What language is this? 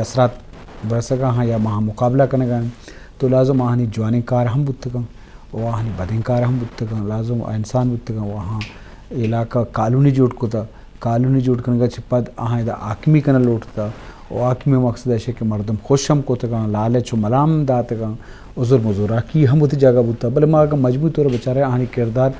Eastern Balochi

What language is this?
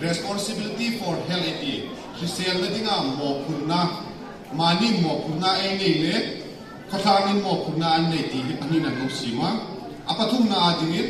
Hmar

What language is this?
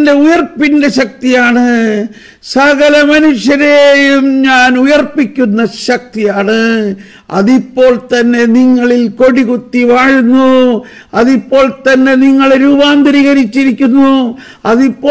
Malayalam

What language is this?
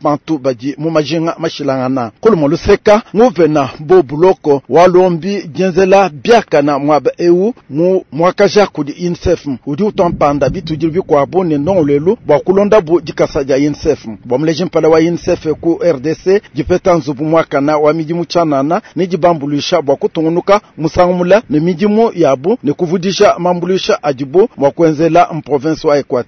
Luba-Lulua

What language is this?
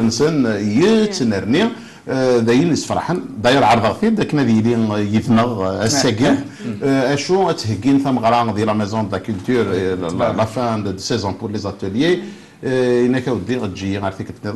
Kabyle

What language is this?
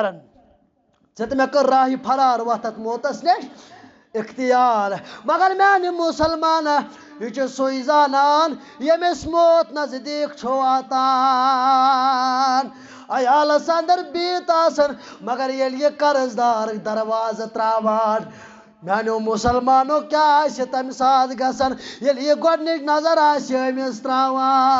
Kashmiri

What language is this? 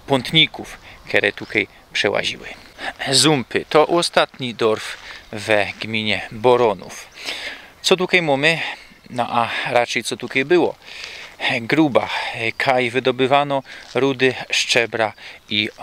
Silesian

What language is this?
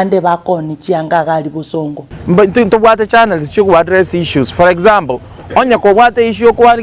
Gusii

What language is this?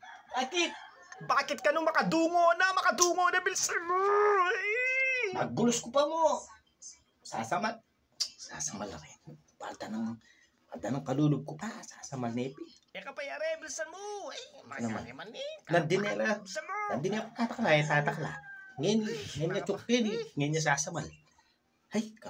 Pampanga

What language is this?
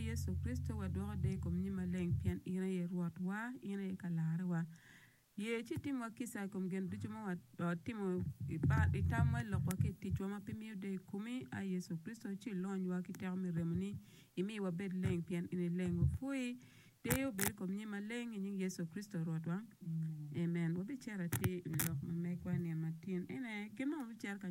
Acoli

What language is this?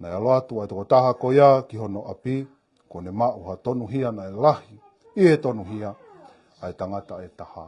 Tongan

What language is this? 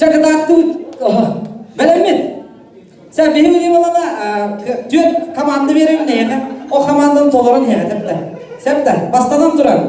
Yakut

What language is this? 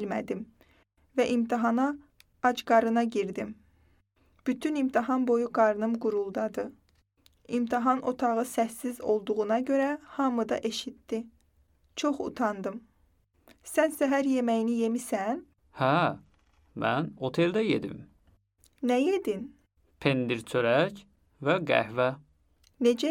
Azerbaijani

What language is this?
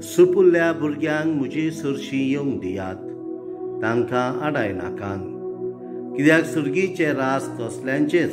Konkani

